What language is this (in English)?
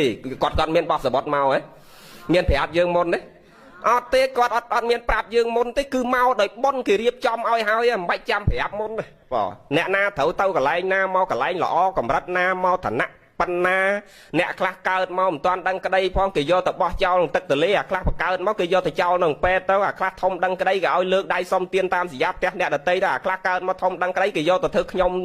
Khmer